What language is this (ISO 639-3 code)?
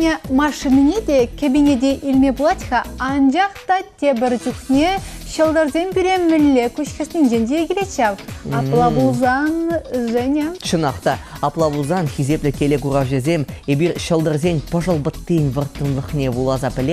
chv